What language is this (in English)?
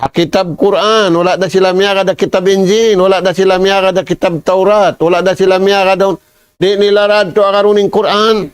Tausug